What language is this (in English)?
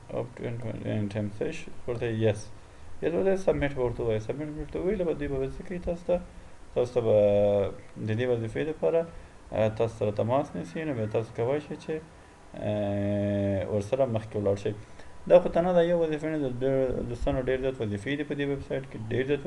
Pashto